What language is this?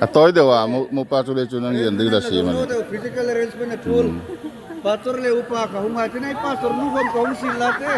Hmar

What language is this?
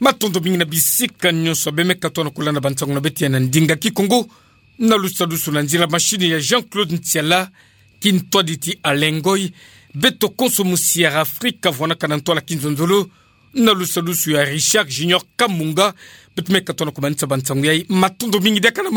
Kituba (Democratic Republic of Congo)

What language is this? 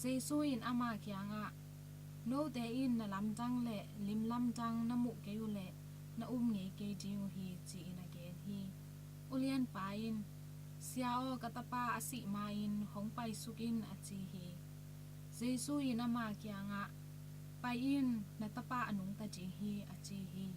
Tedim Chin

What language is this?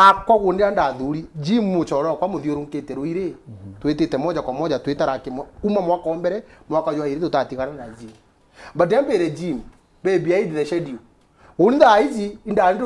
Meru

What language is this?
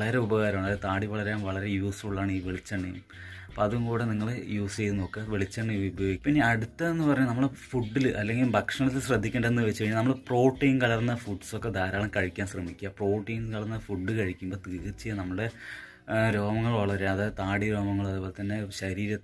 Malayalam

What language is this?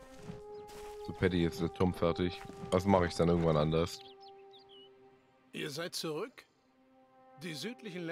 German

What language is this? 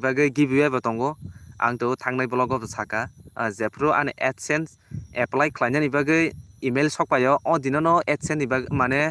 Kok Borok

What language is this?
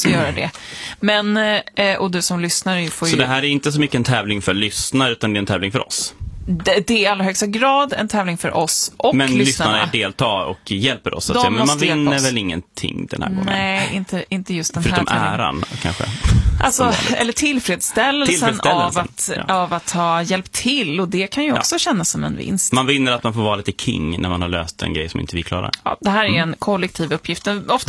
Swedish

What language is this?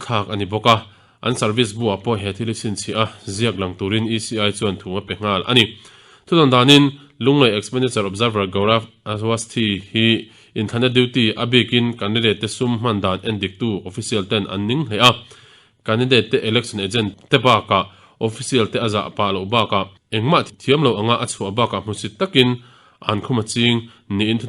Mizo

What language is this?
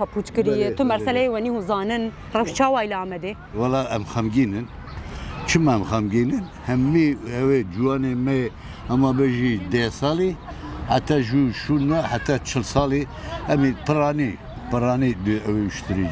Kurdish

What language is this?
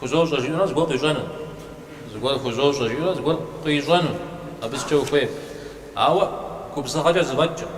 Kabardian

